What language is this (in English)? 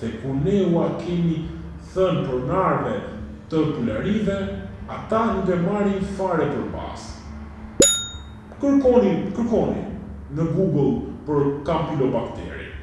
Albanian